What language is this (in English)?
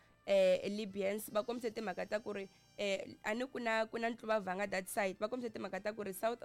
Tsonga